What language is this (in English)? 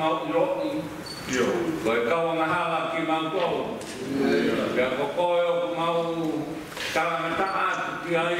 Tongan